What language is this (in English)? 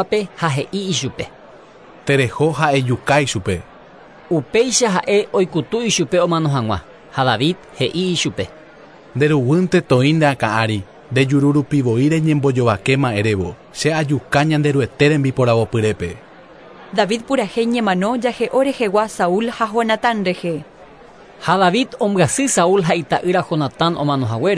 Guarani